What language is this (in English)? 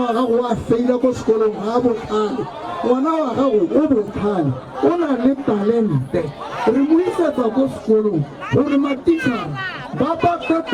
Tswana